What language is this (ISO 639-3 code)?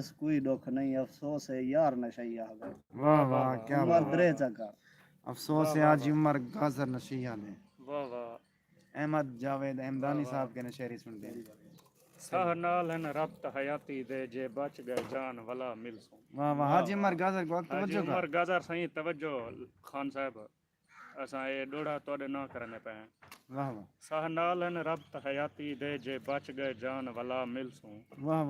skr